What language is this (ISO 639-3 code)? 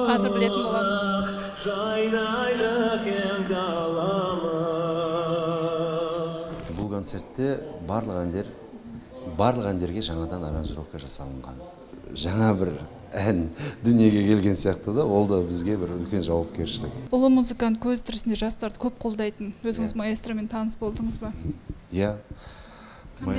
kaz